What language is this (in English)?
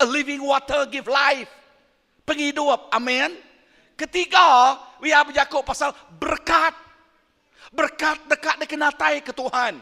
Iban